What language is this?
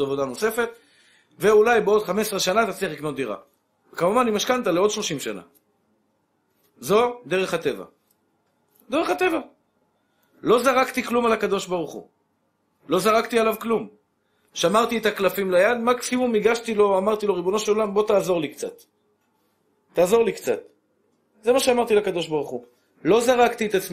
Hebrew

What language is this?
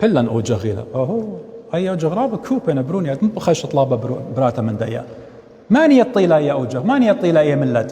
Assyrian Neo-Aramaic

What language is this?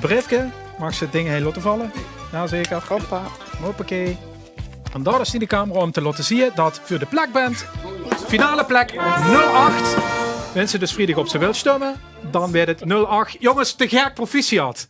Limburgish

